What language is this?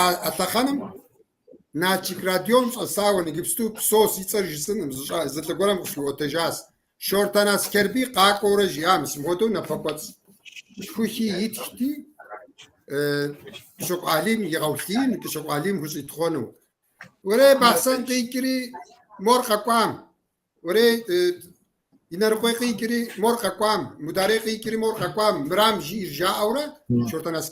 Kabardian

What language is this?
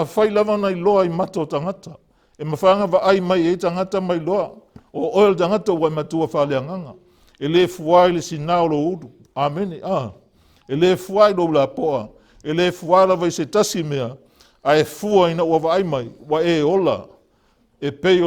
Samoan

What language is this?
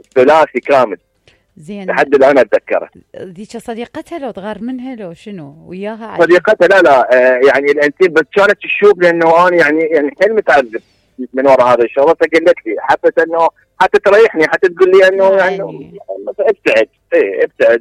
Mesopotamian Arabic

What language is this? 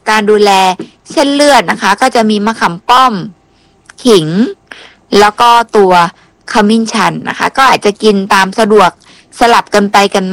Thai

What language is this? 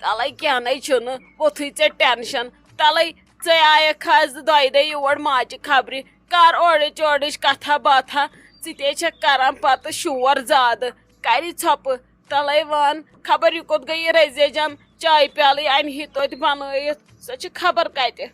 Kashmiri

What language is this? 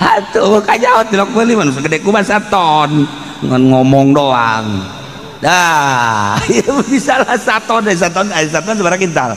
Sundanese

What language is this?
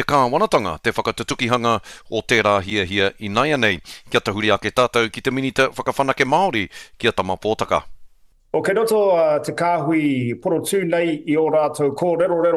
Māori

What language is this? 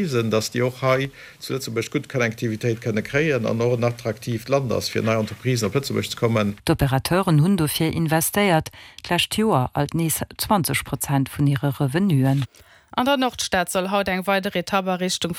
Luxembourgish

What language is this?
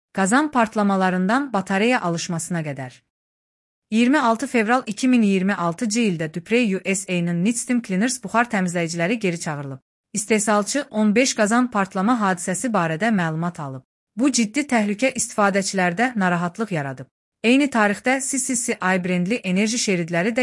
Azerbaijani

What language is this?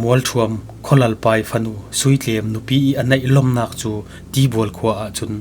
Falam Chin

